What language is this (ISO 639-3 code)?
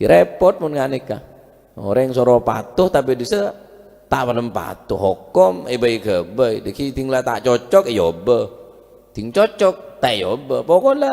mad